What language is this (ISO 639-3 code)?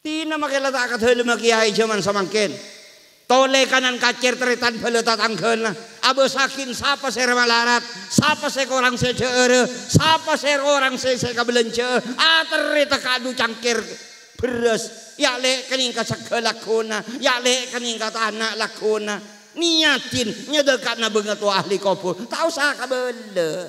mad